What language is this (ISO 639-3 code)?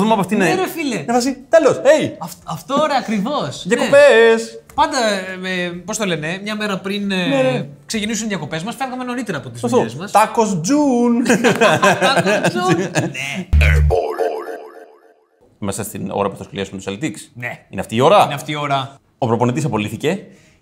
ell